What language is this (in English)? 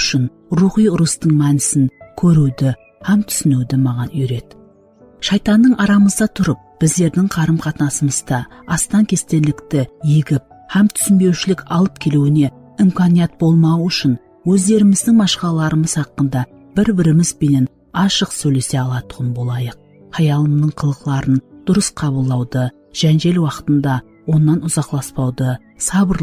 Kara-Kalpak